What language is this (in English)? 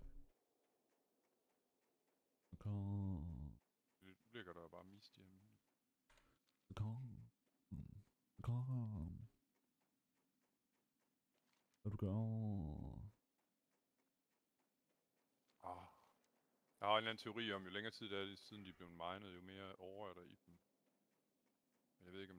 Danish